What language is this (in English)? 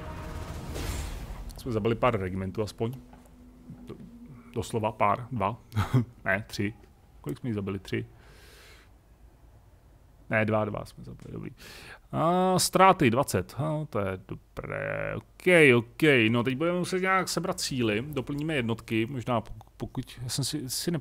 Czech